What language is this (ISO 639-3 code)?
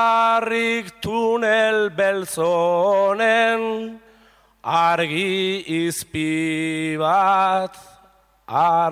eus